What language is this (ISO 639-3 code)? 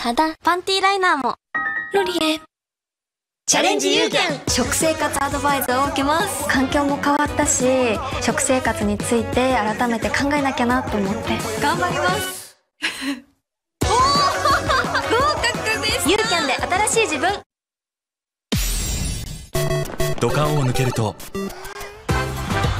jpn